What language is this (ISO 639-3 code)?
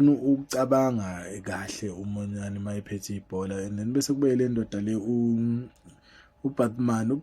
zul